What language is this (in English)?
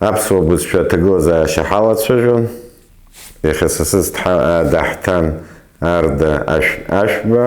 Abkhazian